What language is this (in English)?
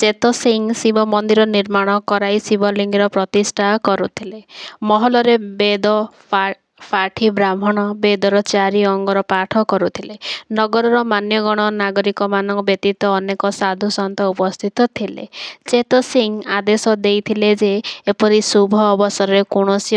Odia